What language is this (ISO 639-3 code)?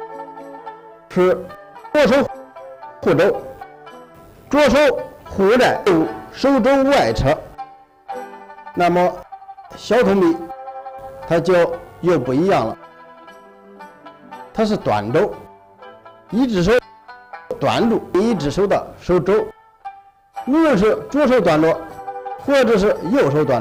zho